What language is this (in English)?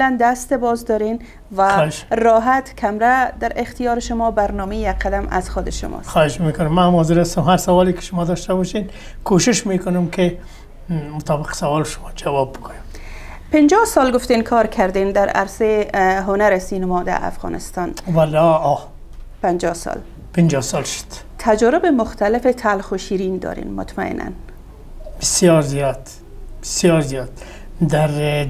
Persian